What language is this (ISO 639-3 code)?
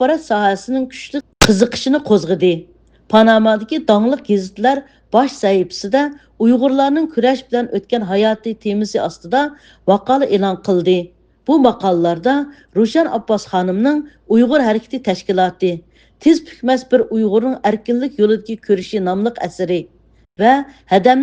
uig